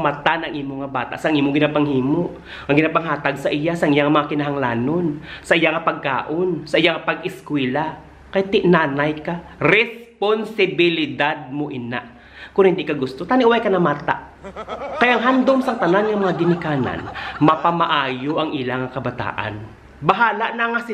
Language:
Hiligaynon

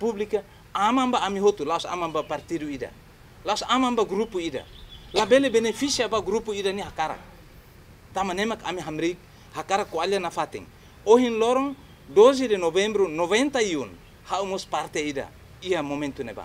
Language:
Tetum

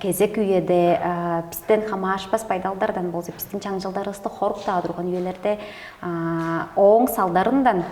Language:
Tuvinian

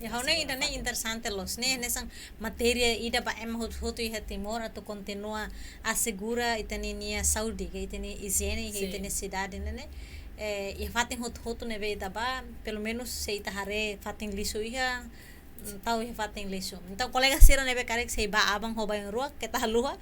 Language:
Tetum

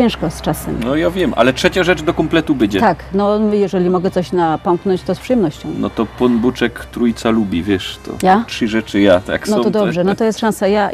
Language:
Silesian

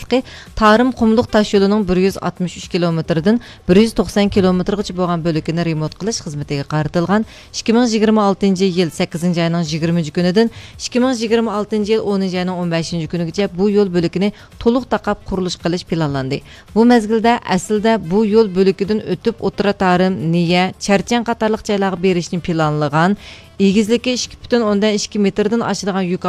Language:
Uyghur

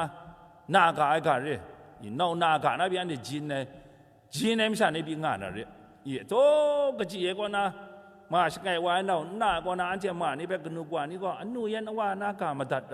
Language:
Kachin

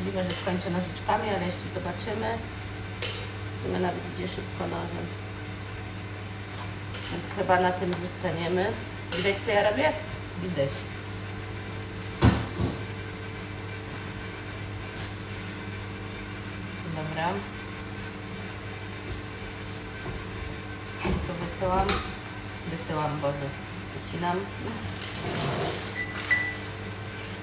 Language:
Polish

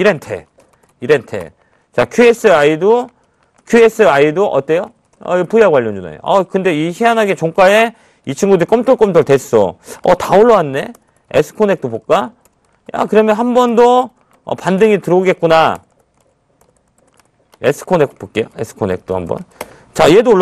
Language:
Korean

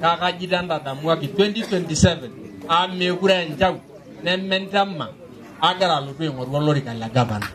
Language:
Masai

